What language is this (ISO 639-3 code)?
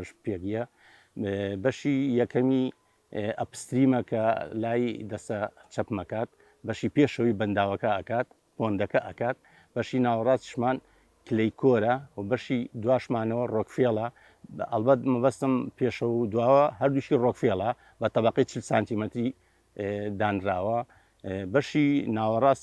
ckb